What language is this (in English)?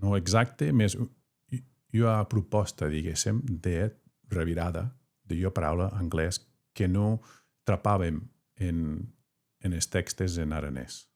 Occitan